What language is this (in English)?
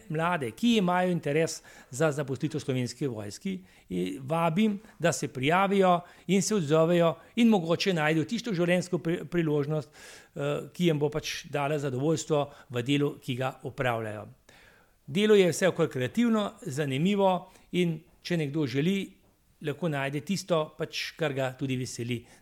Slovenian